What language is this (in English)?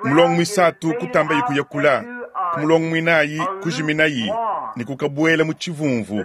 Luba-Lulua